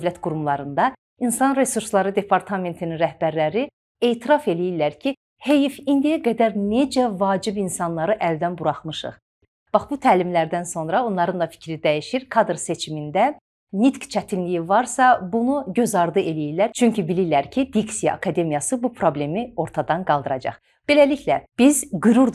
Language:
Azerbaijani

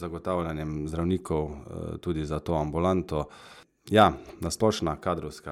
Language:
Slovenian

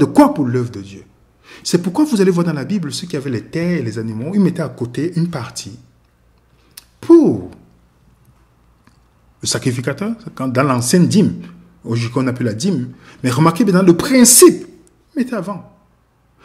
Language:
French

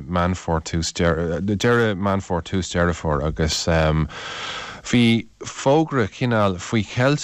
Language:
Irish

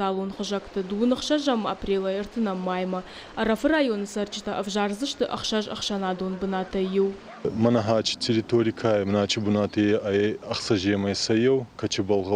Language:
Ossetic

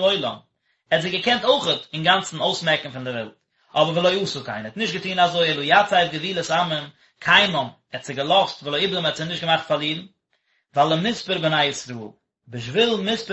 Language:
Yiddish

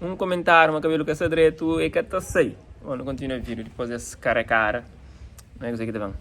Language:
Kabuverdianu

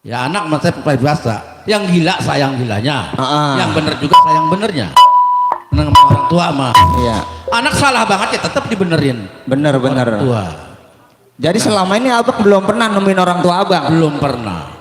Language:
Betawi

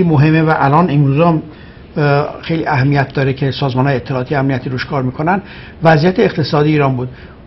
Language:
Persian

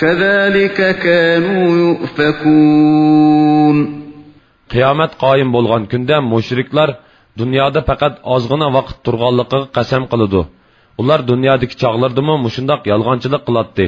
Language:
Uyghur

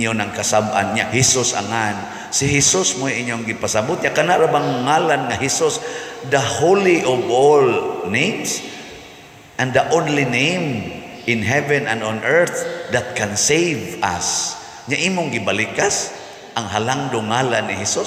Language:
Cebuano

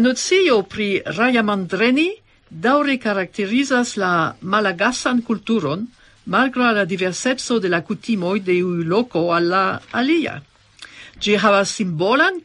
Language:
Esperanto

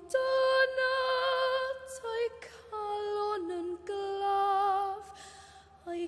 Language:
Welsh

